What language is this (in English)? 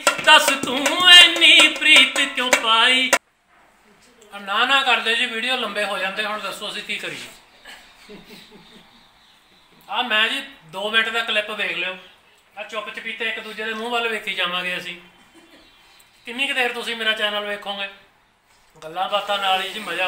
Punjabi